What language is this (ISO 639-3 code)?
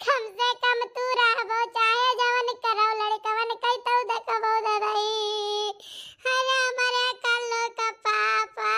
awa